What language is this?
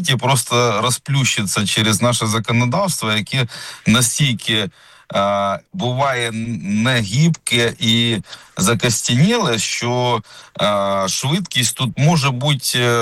Ukrainian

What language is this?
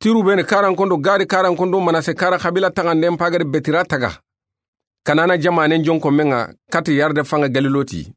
Soninke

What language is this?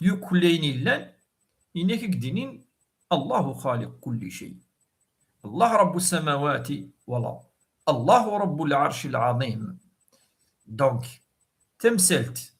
Kabyle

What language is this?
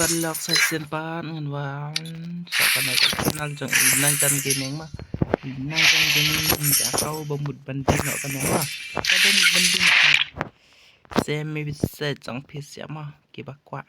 Khasi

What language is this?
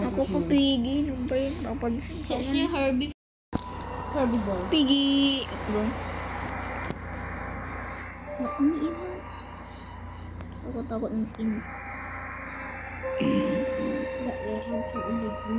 Filipino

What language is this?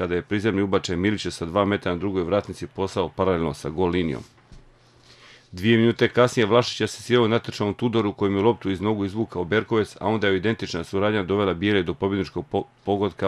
Croatian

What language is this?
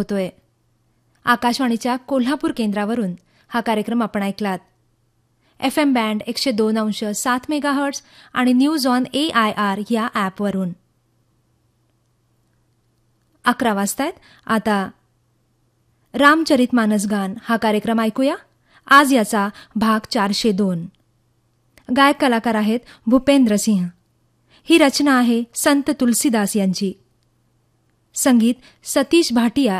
Marathi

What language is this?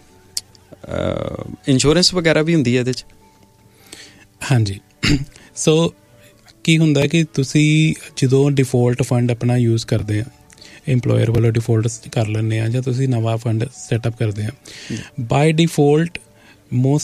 Punjabi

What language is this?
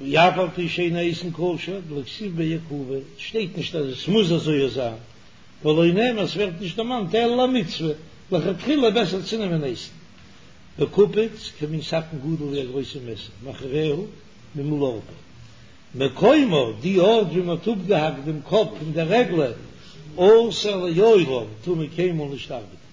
Yiddish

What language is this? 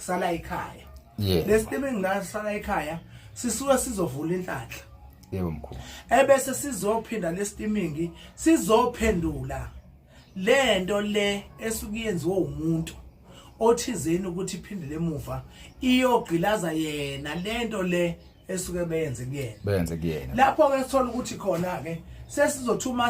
Zulu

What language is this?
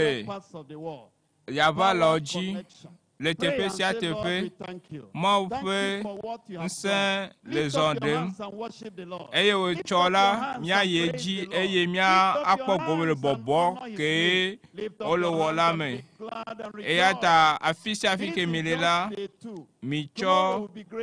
Ewe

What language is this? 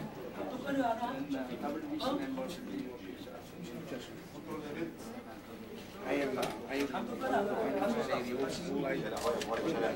Korean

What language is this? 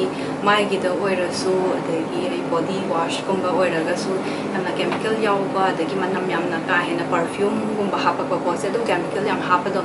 Manipuri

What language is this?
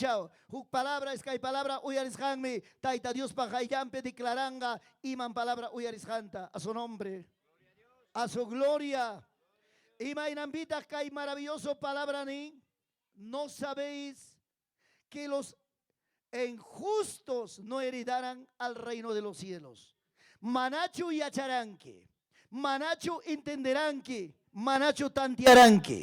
Ayacucho Quechua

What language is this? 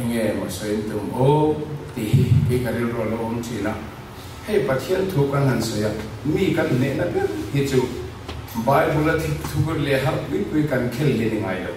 Mizo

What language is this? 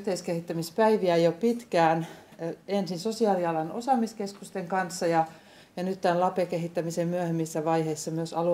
Finnish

